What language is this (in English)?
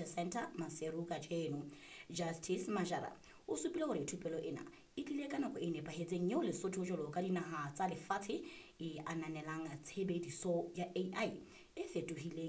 Southern Sotho